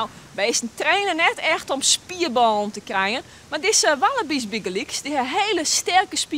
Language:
Western Frisian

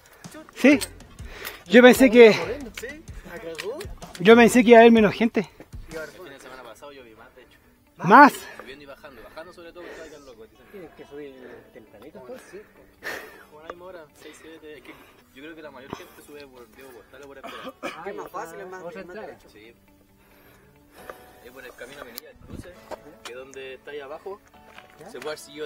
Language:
Spanish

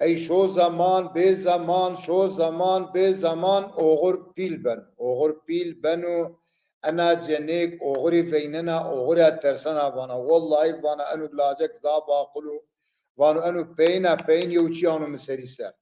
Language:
Zaza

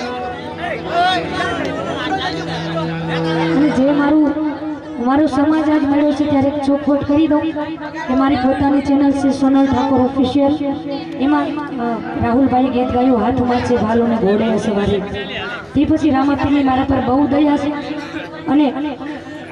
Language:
Gujarati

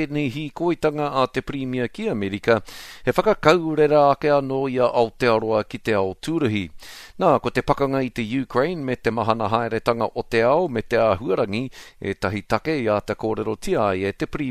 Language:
Māori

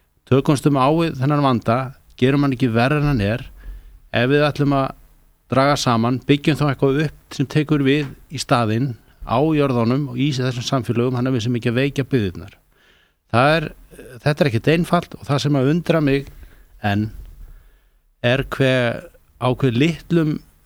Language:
Icelandic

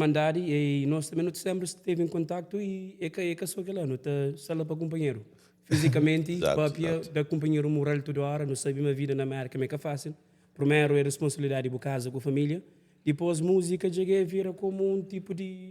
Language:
Kabuverdianu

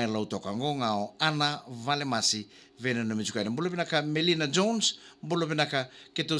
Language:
Fijian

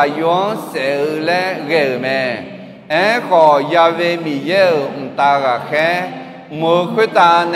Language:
Akha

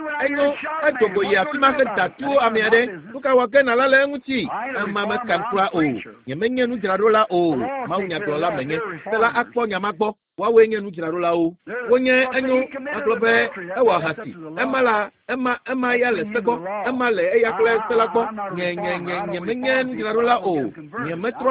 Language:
Ewe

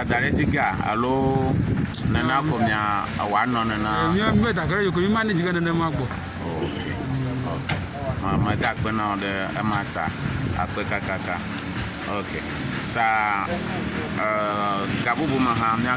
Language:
Ewe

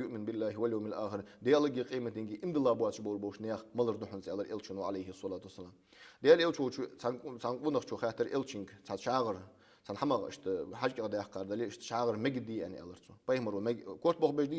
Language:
Ingush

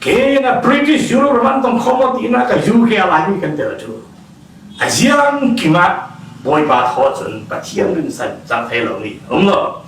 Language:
Falam Chin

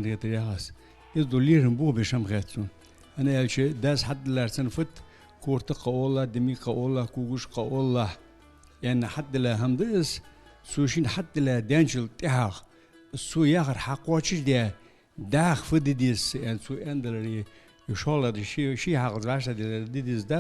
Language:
Ingush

